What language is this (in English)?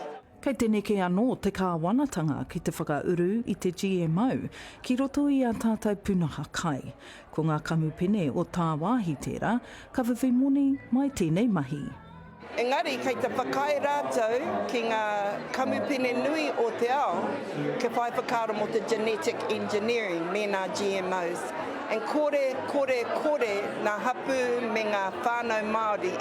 Māori